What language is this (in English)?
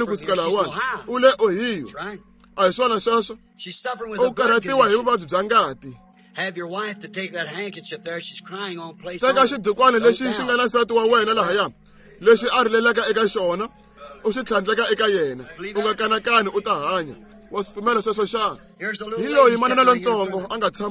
Tsonga